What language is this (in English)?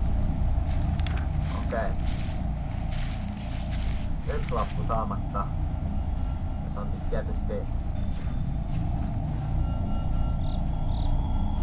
Finnish